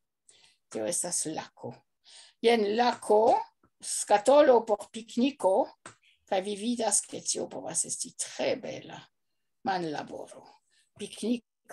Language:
Esperanto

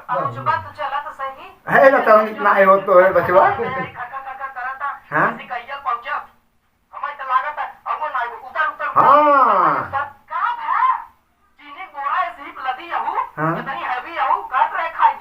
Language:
Awadhi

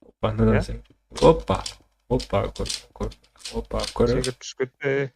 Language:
Kara-Kalpak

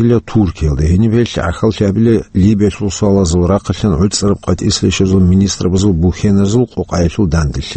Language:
Avaric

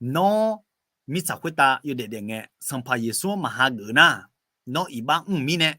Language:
Akha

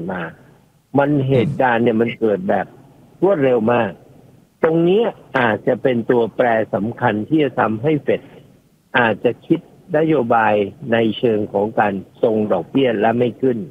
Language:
Thai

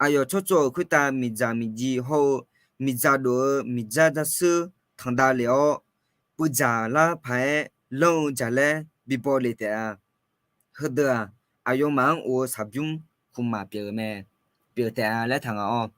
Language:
Akha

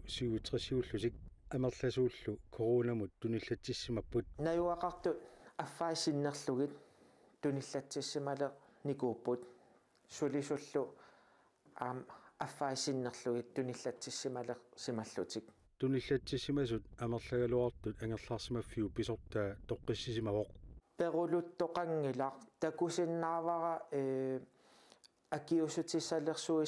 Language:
Kalaallisut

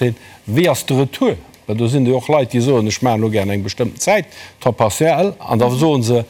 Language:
Luxembourgish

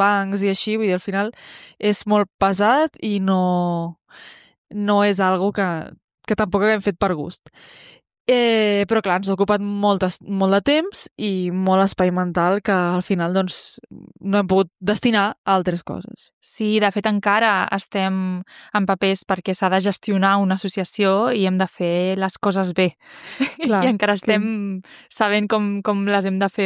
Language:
Catalan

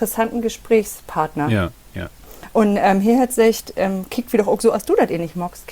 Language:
Low German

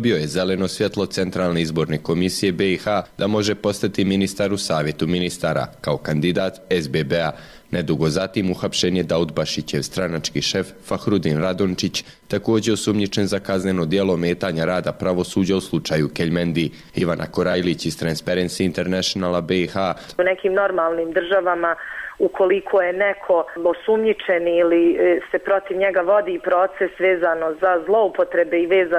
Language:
Bosnian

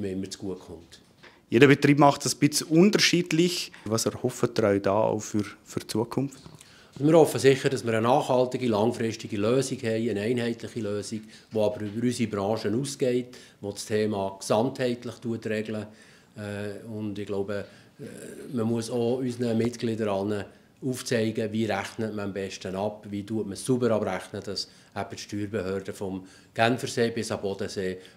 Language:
Swiss German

